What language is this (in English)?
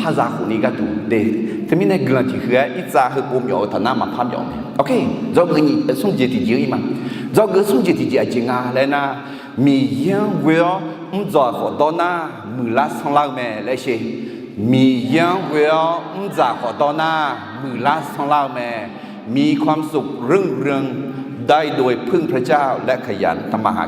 Akha